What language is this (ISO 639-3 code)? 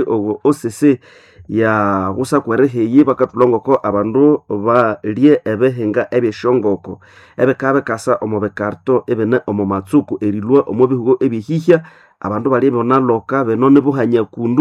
nnb